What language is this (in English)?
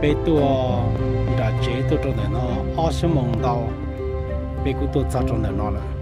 Hmong